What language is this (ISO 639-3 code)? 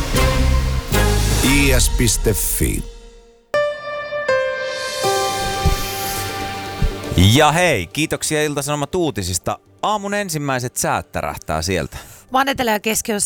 fin